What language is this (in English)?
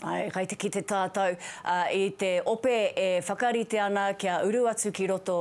Māori